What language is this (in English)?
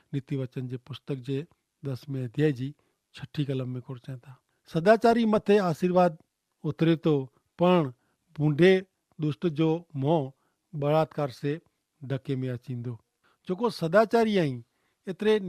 Kachhi